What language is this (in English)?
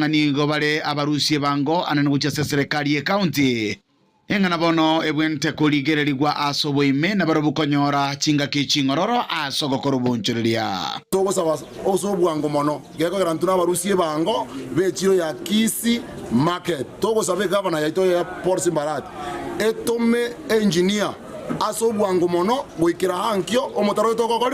Gusii